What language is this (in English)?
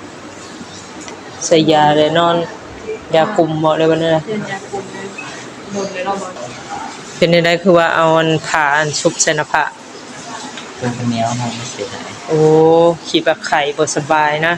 Northeastern Thai